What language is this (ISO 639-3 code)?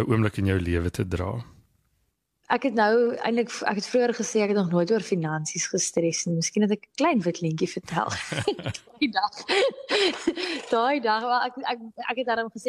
afr